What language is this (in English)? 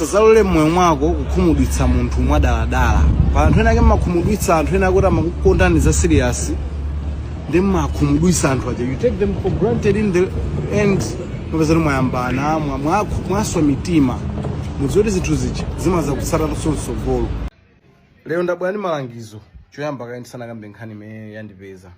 Nyanja